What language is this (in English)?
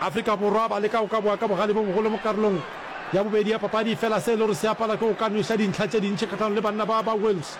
Northern Sotho